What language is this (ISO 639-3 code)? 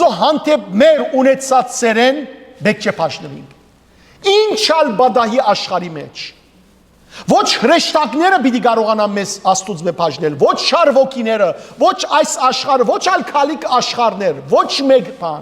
hyw